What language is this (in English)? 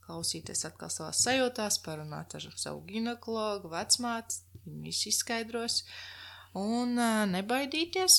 Latvian